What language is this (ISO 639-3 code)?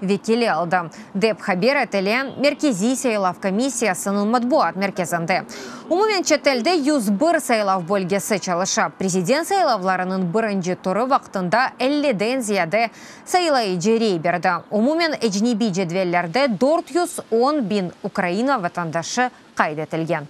crh